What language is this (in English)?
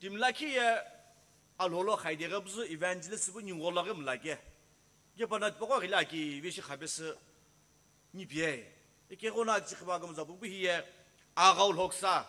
Sumi Naga